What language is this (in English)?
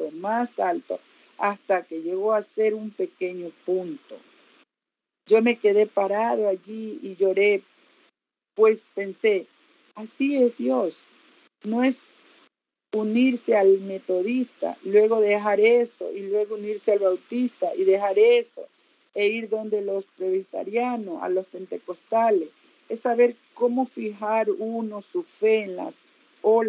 Spanish